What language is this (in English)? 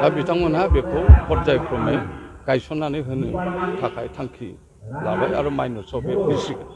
Bodo